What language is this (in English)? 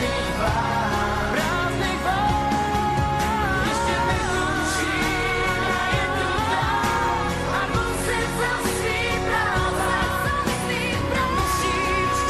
Slovak